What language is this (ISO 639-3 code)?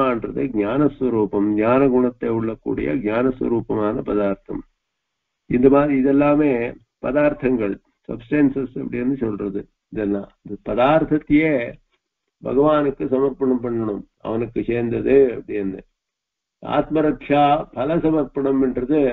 tam